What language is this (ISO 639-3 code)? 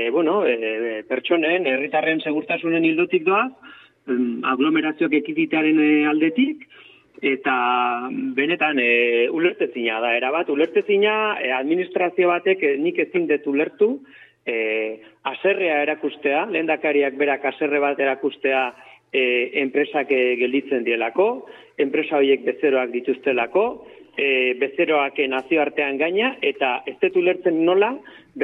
eus